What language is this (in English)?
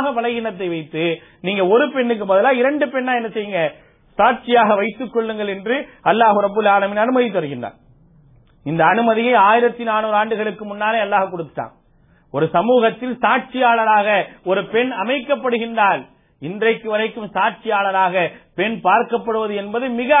Tamil